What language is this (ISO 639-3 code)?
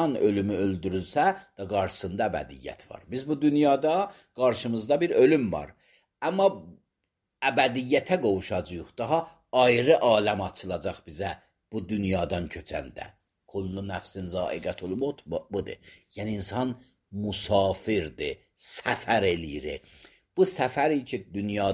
aze